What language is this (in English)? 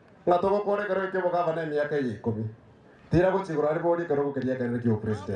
Gusii